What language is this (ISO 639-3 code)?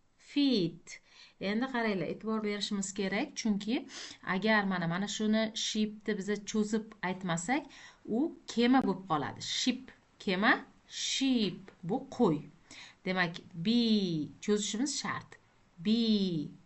uzb